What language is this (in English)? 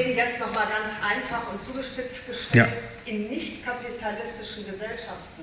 German